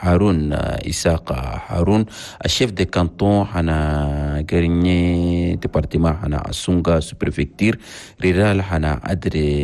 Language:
Chadian Arabic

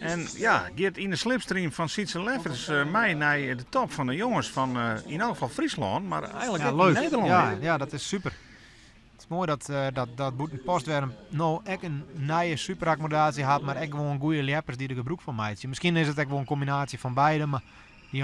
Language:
Western Frisian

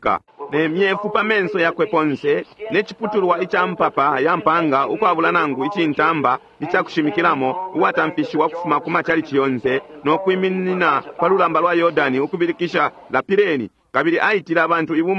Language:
Bemba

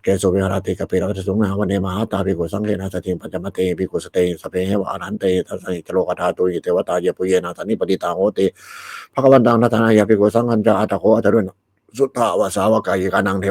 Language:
Pali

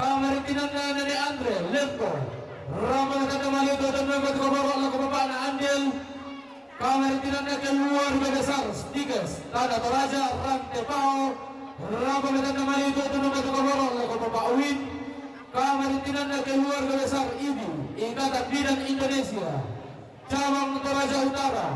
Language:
Toraja-Sa'dan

